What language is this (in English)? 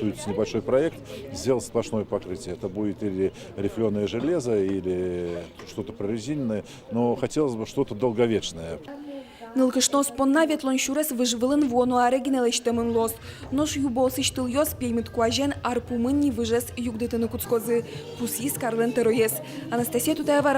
Udmurt